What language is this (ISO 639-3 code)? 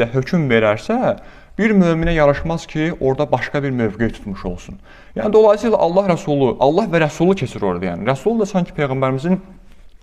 aze